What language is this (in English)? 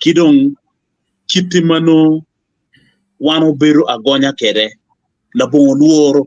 Acoli